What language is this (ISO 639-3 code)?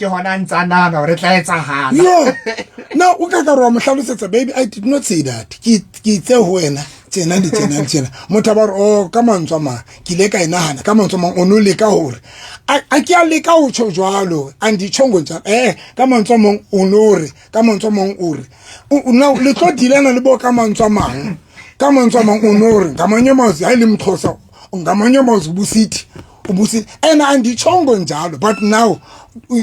sot